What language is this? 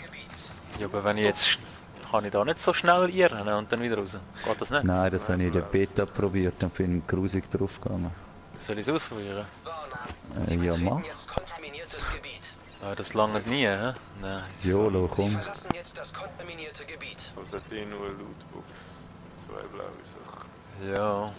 Swiss German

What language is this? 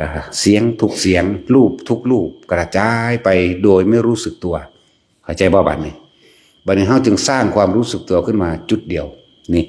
Northeastern Thai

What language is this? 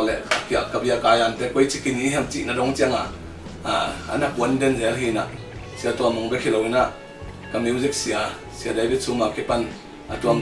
Tedim Chin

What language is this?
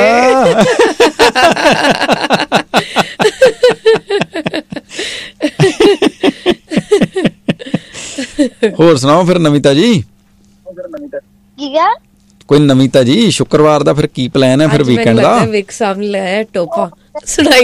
Punjabi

